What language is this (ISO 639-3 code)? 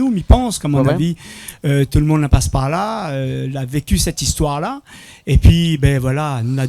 rcf